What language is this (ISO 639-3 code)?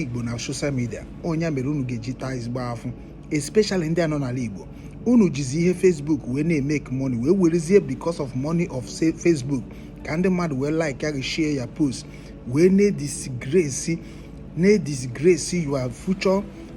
ibo